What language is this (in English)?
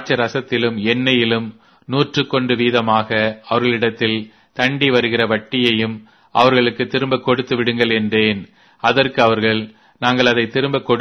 Tamil